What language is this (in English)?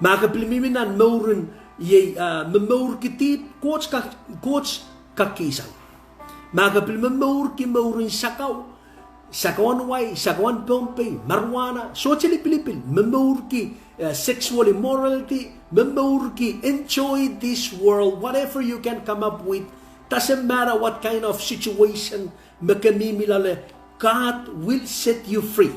Pohnpeian